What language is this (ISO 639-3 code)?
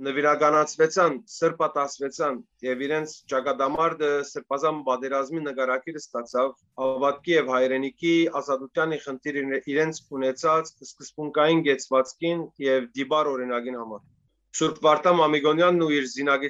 hyw